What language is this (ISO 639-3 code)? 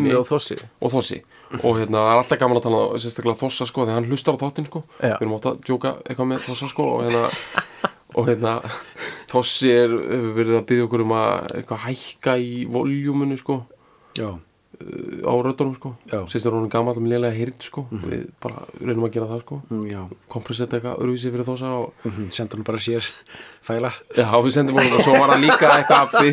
isl